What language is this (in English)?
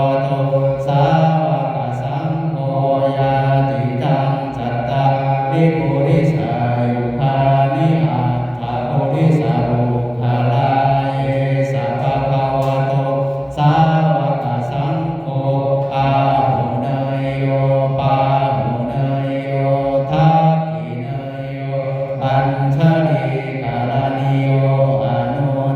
Pali